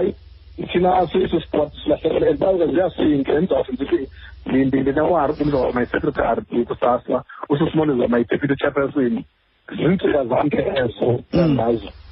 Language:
Xhosa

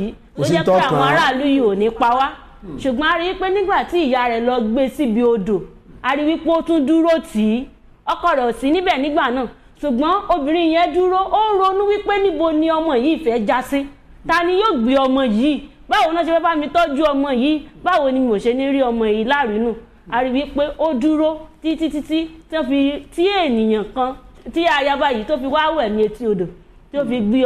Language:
Yoruba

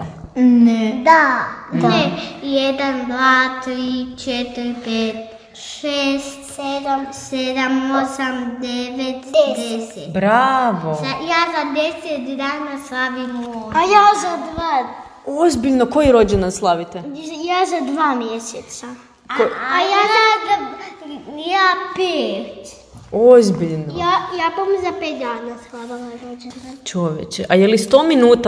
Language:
Croatian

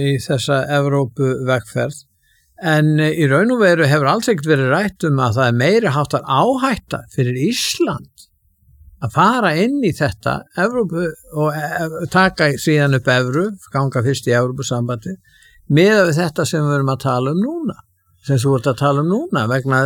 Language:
Icelandic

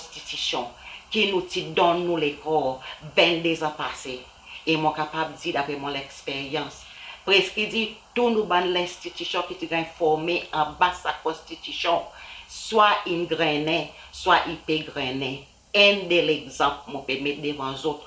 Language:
Seselwa Creole French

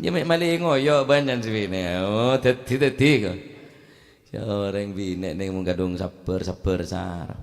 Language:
Madurese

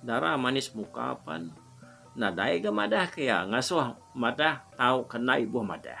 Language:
Iban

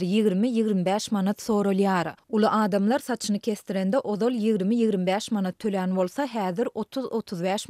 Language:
Turkmen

